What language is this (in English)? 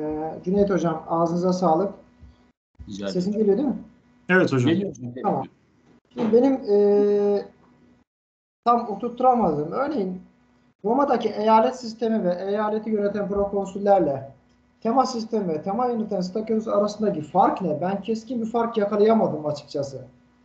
Turkish